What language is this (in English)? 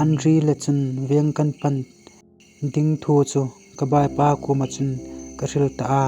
Hmar